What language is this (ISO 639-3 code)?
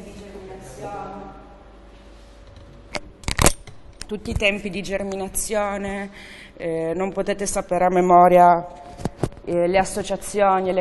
ita